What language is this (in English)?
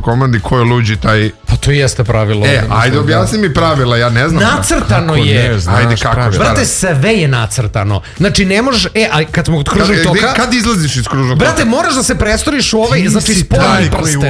Serbian